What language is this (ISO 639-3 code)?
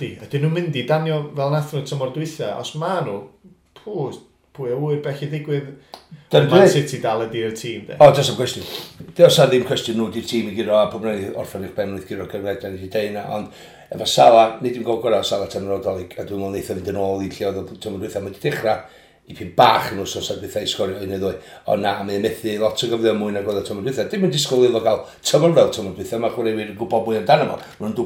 cym